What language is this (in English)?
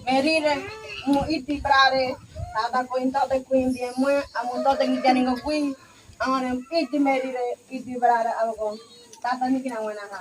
Ngäbere